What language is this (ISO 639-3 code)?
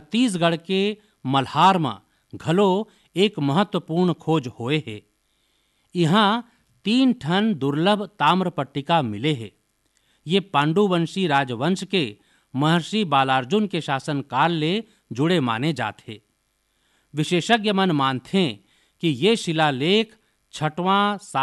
hne